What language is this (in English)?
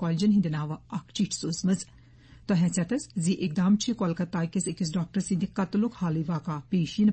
Kashmiri